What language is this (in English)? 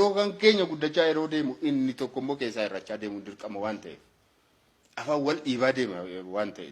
Oromo